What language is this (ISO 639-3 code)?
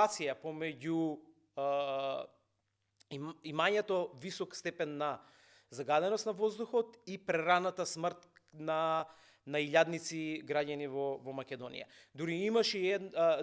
mkd